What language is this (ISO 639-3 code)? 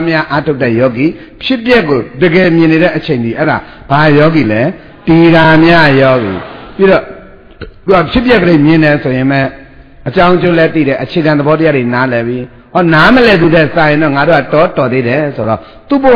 mya